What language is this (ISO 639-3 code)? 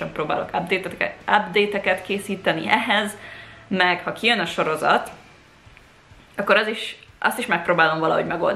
hun